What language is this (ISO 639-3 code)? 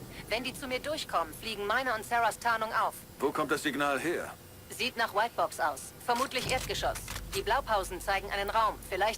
bar